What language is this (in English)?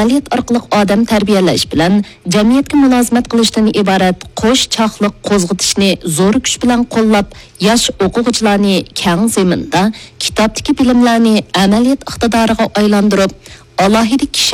Uyghur